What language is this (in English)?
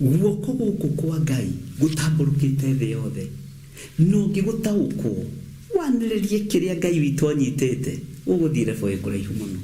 Kikuyu